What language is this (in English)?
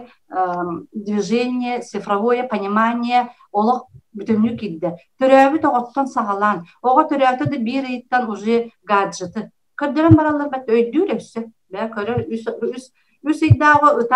Yakut